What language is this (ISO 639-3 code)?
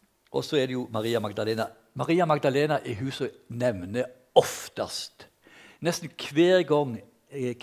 nor